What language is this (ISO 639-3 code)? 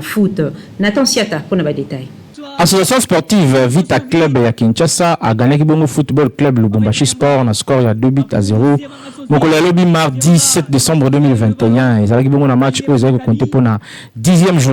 lin